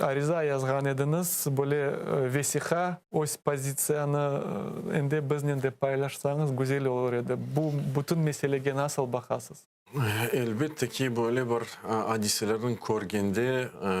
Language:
Crimean Tatar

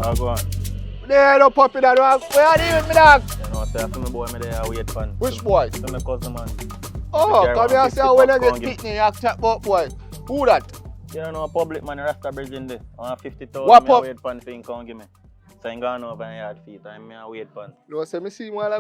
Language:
Jamaican Creole English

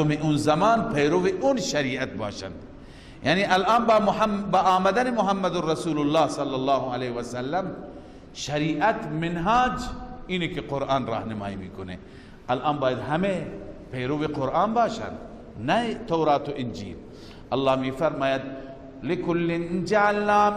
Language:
Persian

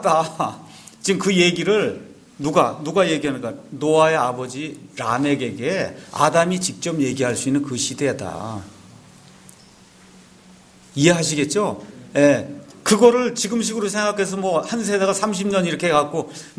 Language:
Korean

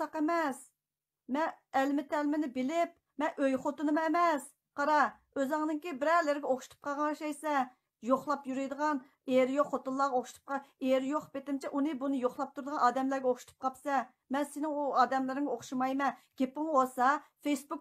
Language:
Uyghur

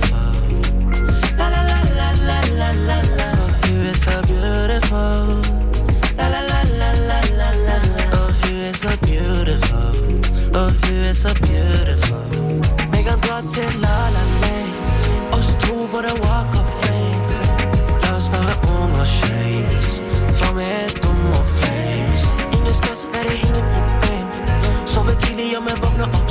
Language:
Norwegian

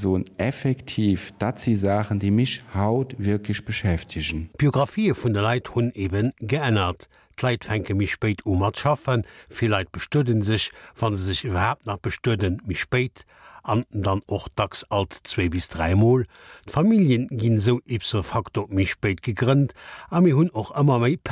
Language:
Luxembourgish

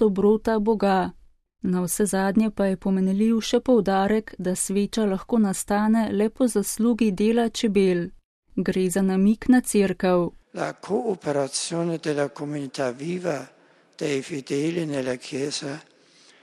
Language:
Slovenian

